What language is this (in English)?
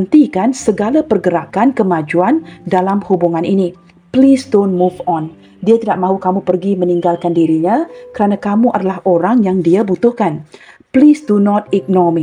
Malay